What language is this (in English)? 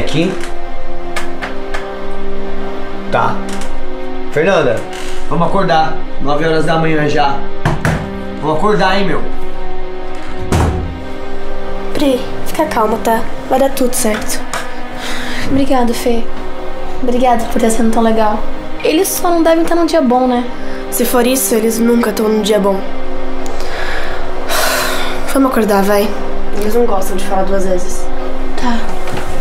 Portuguese